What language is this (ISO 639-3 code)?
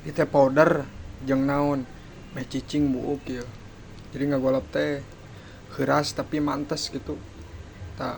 sun